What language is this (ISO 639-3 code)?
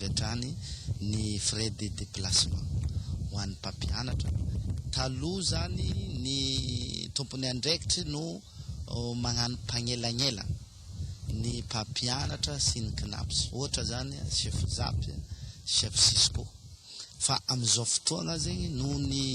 mlg